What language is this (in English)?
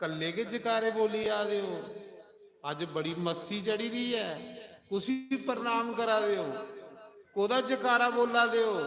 Dogri